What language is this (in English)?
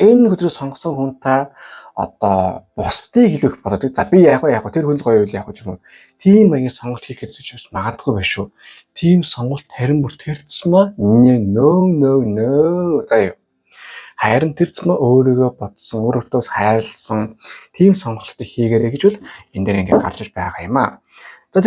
Mongolian